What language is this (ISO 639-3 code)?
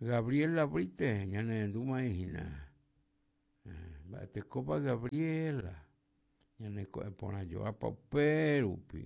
grn